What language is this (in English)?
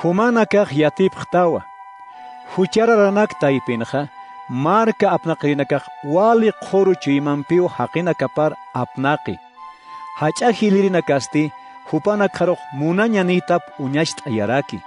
Aymara